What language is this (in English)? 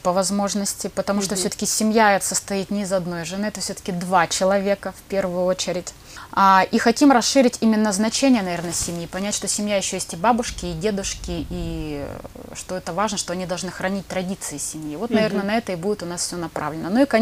Russian